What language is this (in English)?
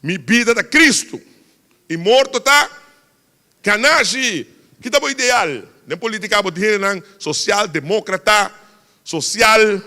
Papiamento